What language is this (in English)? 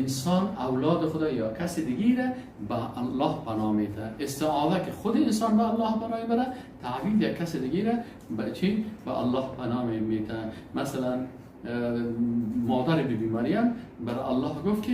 Persian